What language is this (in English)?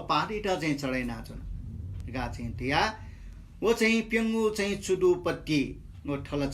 Newari